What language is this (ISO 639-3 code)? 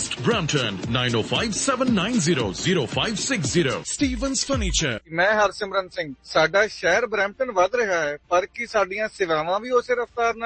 pan